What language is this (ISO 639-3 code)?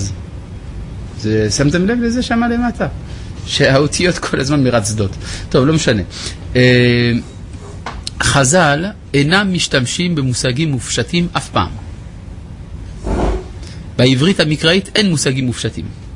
heb